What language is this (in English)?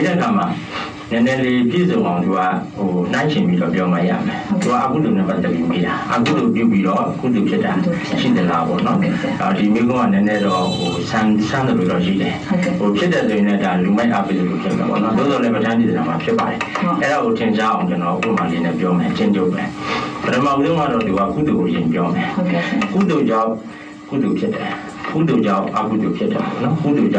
Burmese